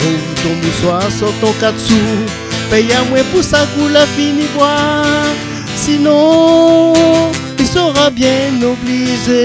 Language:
Réunion Creole French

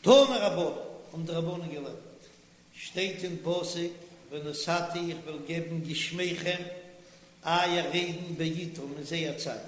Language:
Yiddish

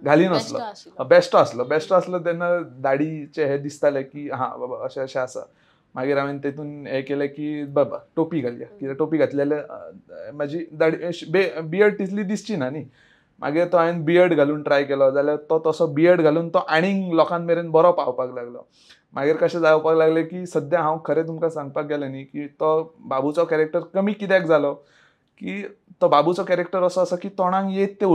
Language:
Konkani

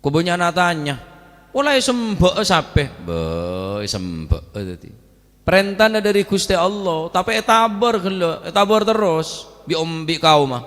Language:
Madurese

